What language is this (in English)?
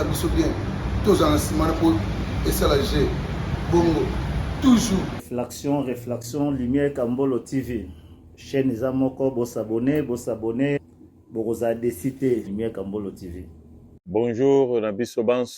Lingala